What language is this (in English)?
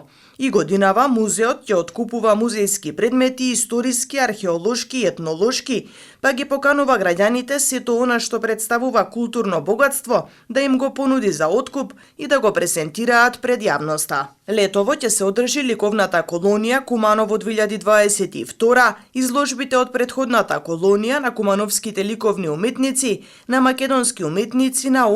Macedonian